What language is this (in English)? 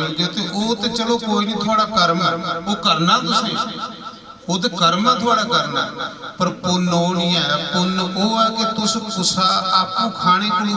Dogri